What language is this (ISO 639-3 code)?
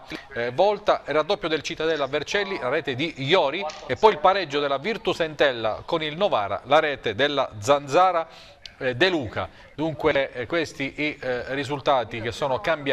ita